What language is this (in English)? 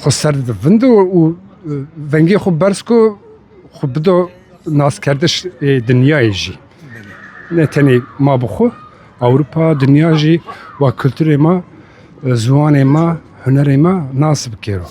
Kurdish